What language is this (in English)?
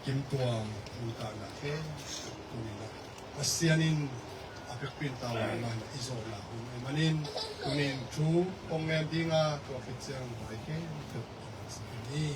Tedim Chin